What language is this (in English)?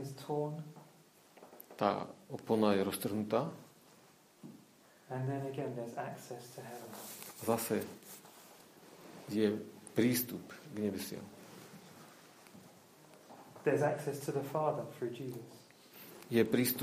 Slovak